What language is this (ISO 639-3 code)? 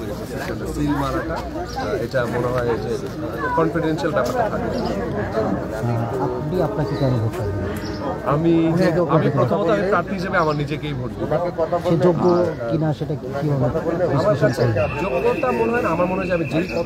ben